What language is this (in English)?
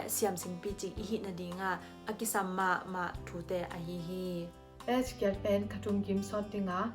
Tedim Chin